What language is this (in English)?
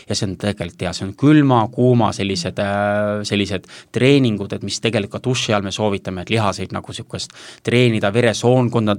Estonian